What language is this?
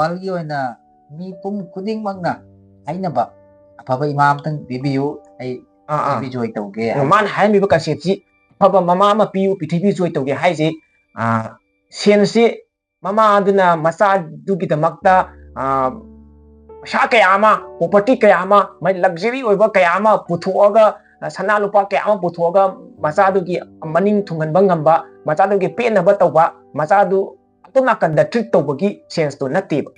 Manipuri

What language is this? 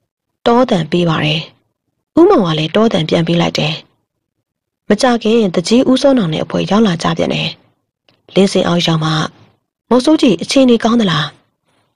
Burmese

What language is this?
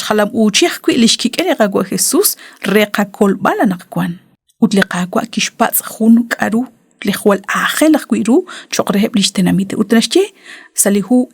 Kekchí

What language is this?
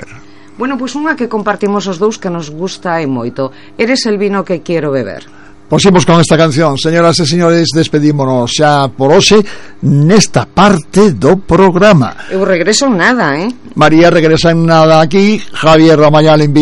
Galician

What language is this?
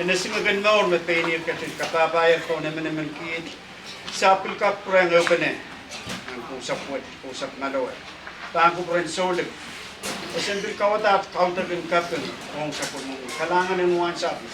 Pohnpeian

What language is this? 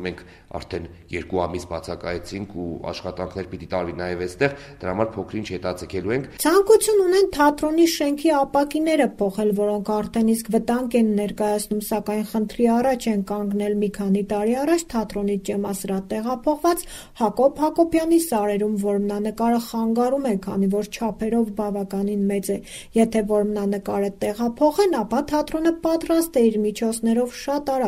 Armenian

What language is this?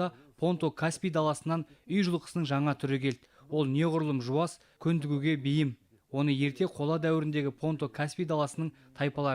Kazakh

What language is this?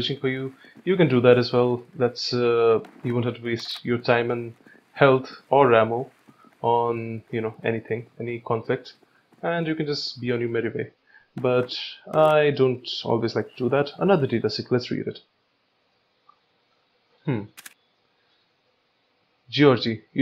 English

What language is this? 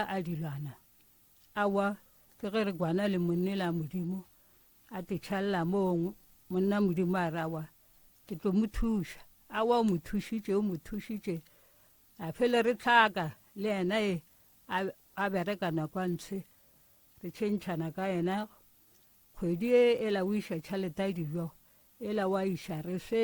Northern Sotho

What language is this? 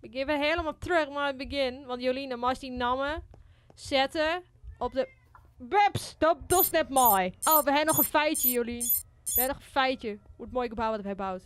Western Frisian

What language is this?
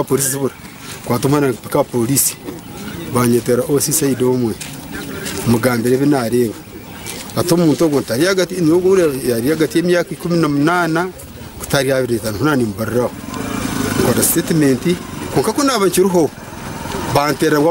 Nyankole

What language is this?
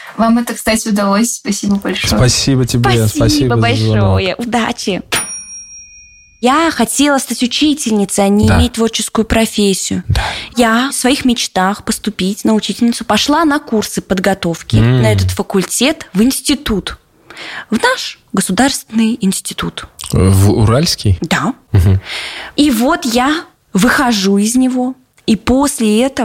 Russian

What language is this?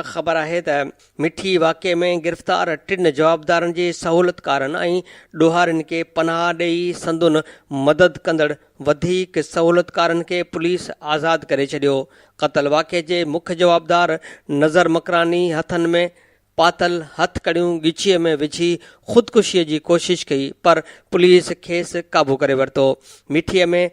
Sindhi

